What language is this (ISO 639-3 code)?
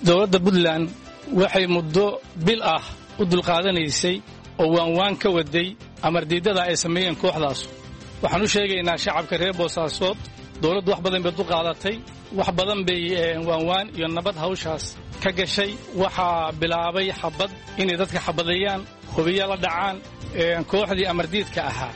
som